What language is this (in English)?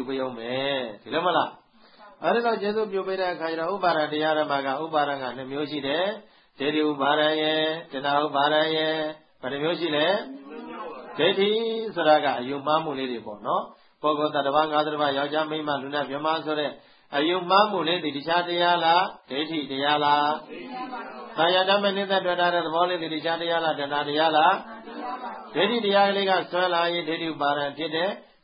Burmese